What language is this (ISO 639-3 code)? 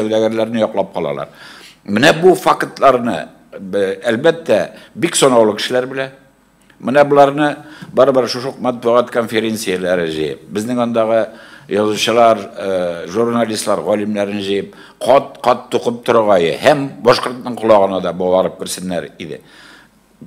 tat